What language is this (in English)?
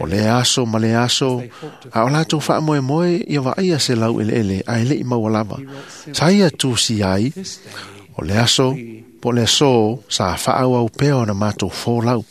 Samoan